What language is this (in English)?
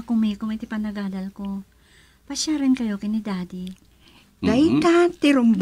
Iloko